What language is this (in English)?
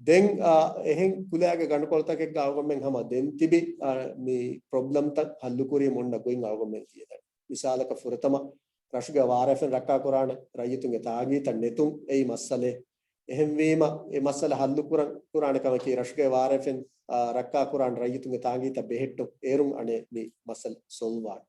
Divehi